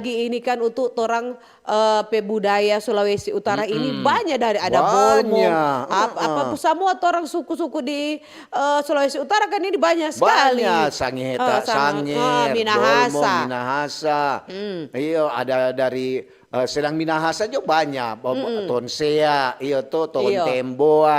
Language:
Manado Malay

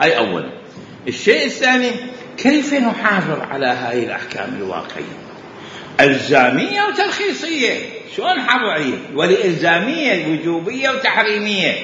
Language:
Mesopotamian Arabic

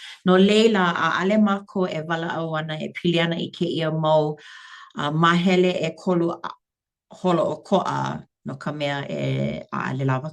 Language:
Hawaiian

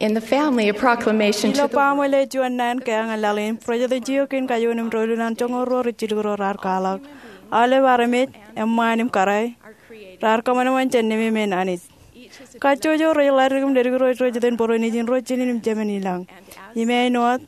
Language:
Marshallese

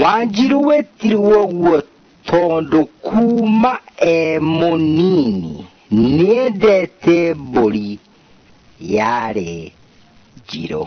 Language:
Kikuyu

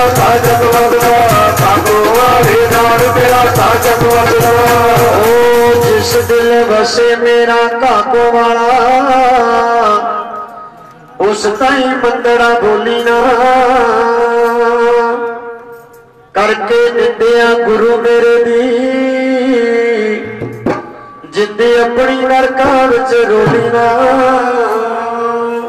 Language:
Punjabi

